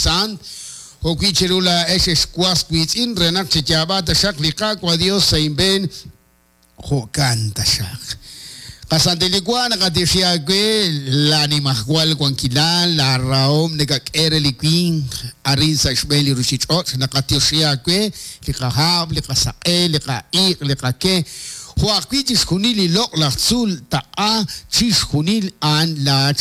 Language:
Kekchí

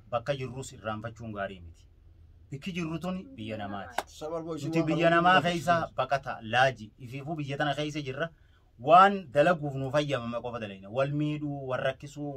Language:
Oromo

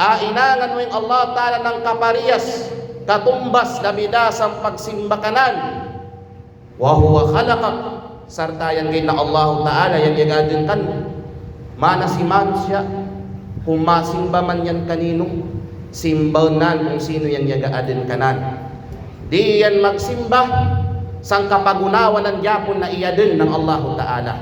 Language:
Kalagan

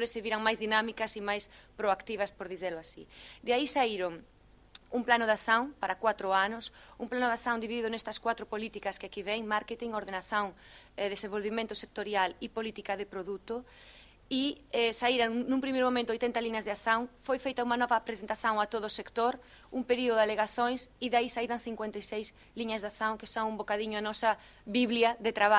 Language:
Galician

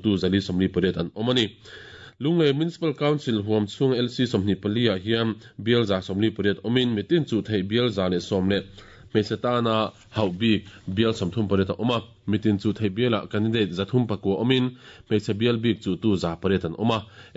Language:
Mizo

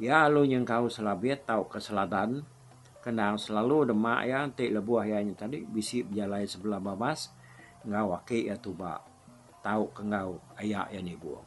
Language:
Iban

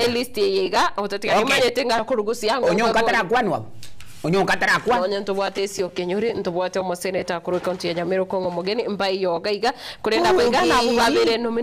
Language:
Gusii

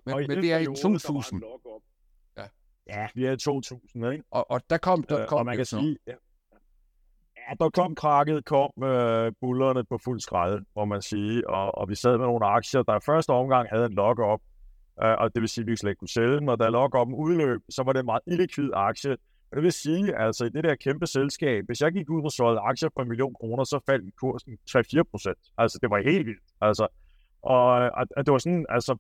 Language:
Danish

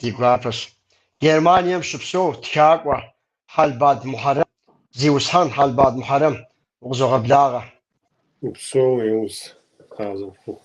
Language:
Kabardian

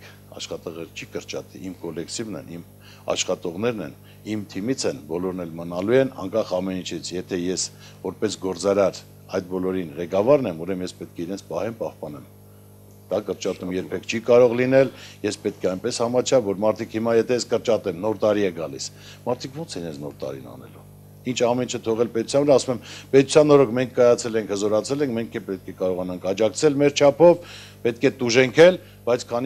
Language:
Armenian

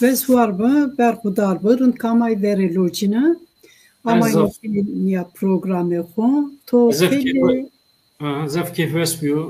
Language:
Zaza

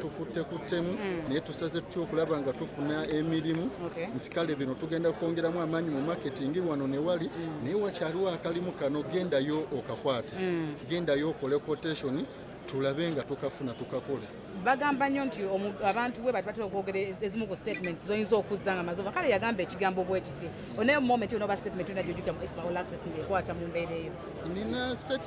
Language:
Ganda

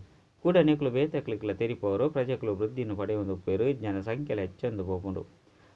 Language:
Tulu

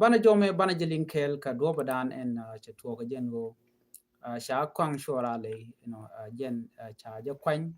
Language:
Nuer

